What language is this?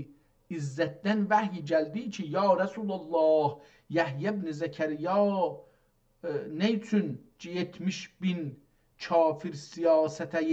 South Azerbaijani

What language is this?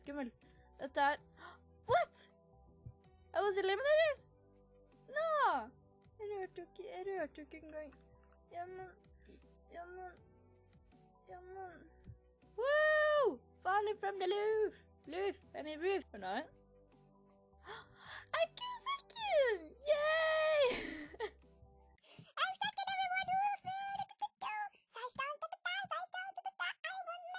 Norwegian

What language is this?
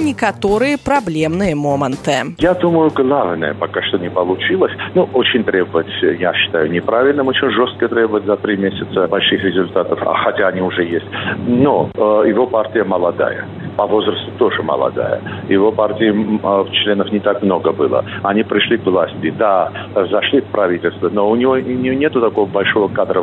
Belarusian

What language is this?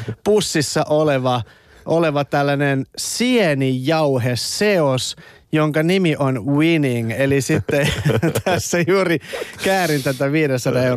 Finnish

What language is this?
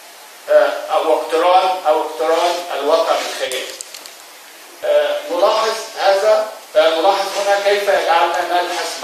Arabic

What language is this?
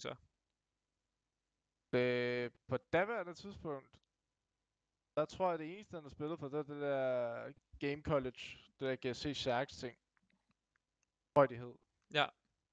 Danish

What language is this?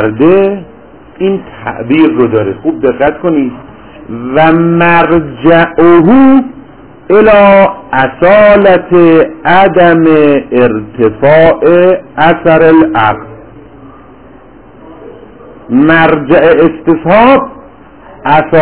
Persian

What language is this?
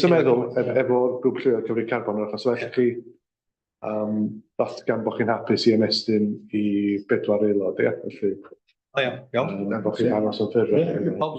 Welsh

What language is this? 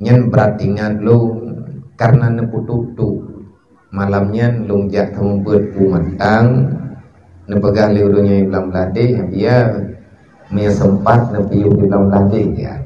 Achinese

